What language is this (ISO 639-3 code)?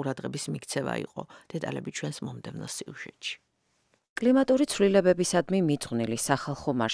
kat